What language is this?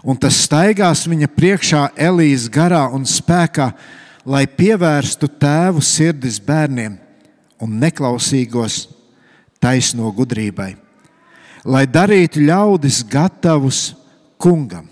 Latvian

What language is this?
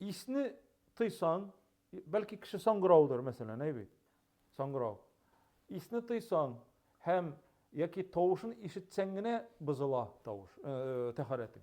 Tatar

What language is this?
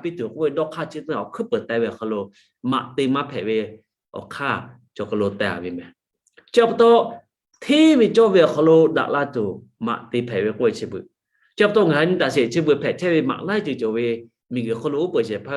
Lahu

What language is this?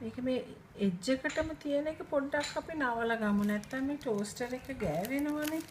Sinhala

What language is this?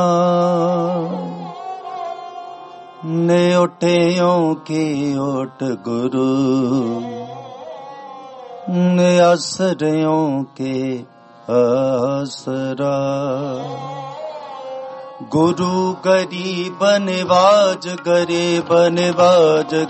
Punjabi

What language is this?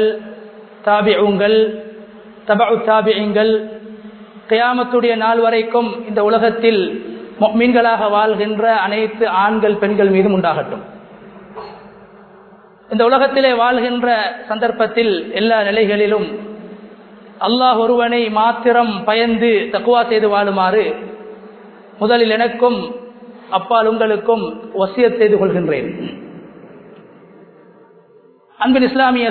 Tamil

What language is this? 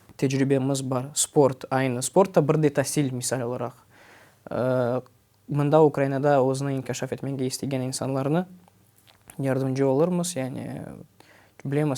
Crimean Tatar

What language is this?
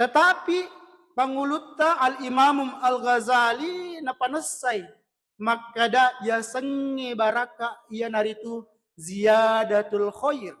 Buginese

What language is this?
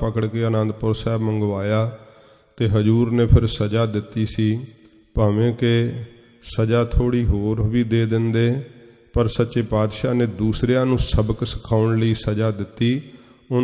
Punjabi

